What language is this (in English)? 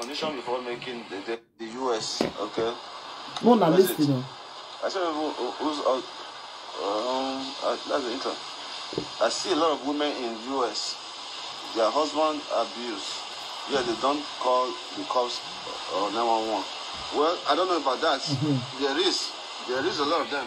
Nigerian Pidgin